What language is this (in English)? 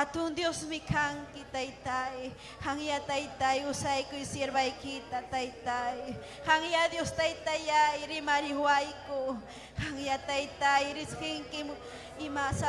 Ayacucho Quechua